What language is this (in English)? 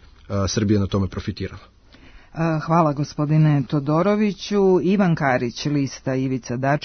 Serbian